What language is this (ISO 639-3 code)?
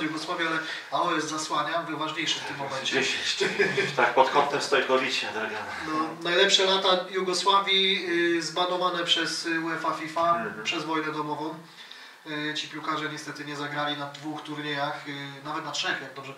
pol